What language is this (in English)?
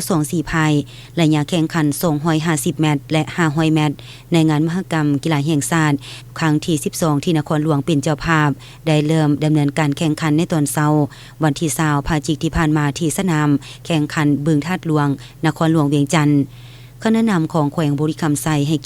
Lao